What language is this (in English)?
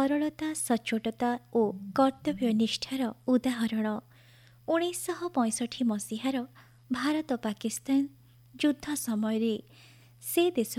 Odia